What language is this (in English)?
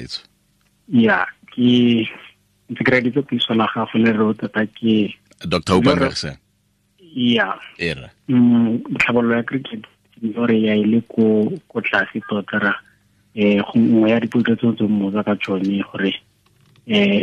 Tswana